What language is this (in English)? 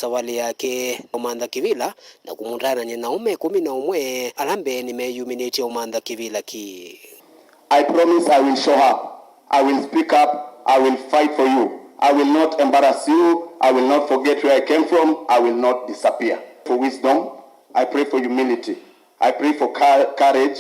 Kamba